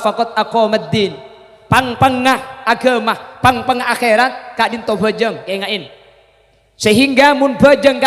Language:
Madurese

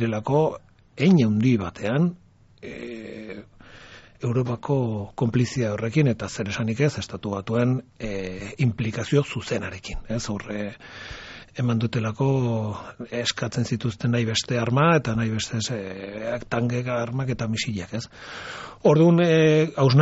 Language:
Basque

